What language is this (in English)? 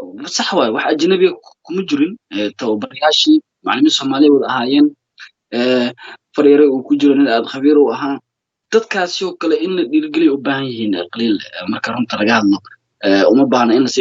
Somali